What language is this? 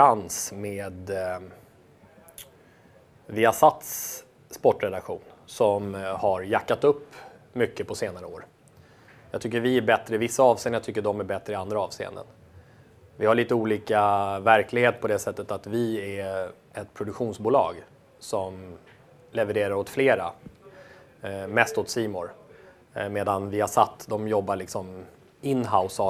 Swedish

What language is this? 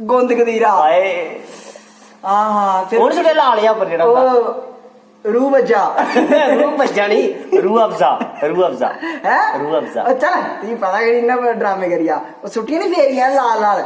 Dogri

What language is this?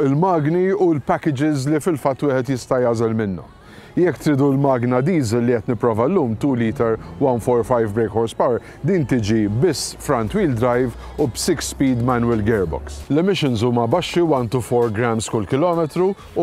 Maltese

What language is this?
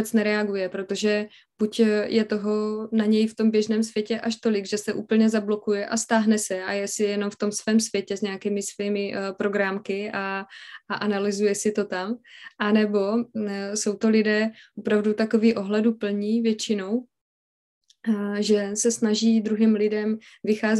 Czech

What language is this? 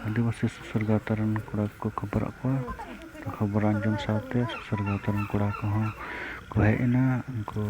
Santali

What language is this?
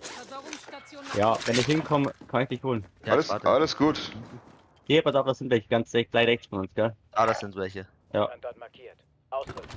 Bavarian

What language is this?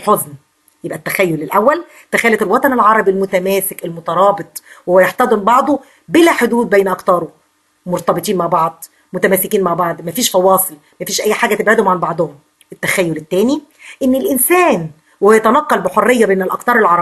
Egyptian Arabic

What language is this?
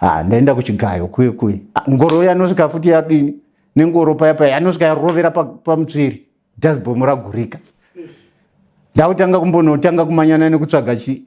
Shona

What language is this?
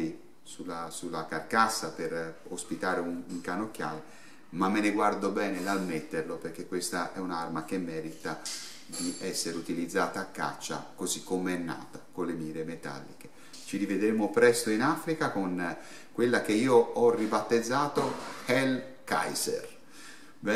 Italian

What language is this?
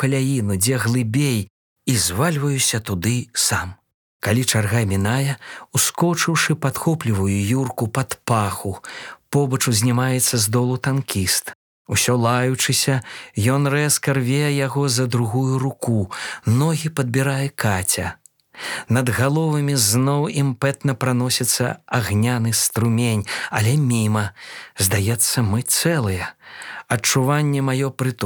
Belarusian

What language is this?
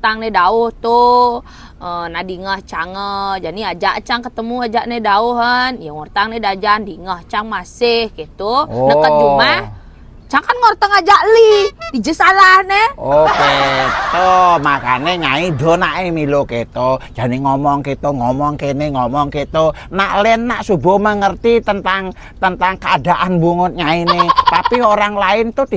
Balinese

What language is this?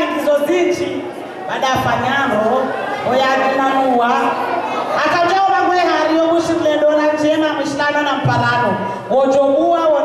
Swahili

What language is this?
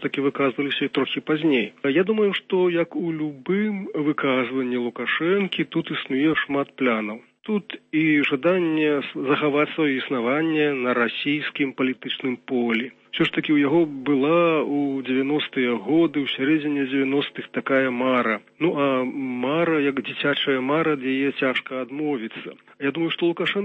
Belarusian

